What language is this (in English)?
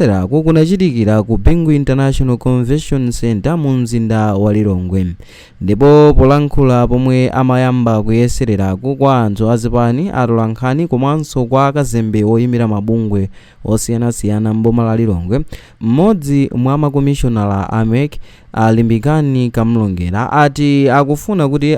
Nyanja